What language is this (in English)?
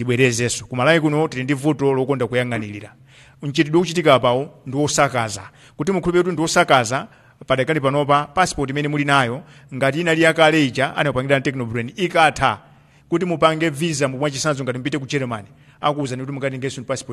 Nyanja